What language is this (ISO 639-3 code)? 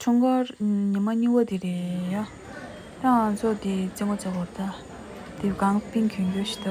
bod